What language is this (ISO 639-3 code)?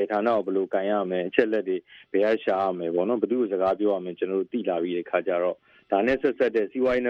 mya